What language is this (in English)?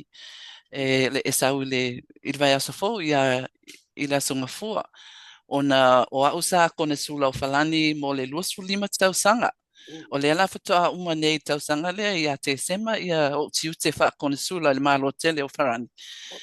Samoan